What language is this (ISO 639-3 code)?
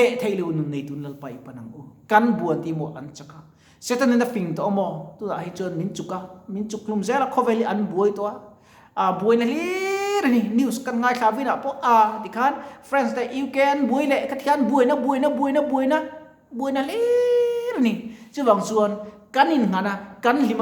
lus